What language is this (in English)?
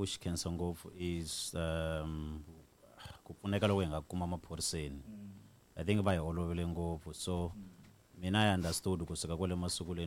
Tsonga